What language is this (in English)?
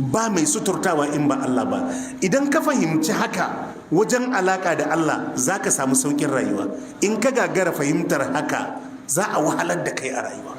Hausa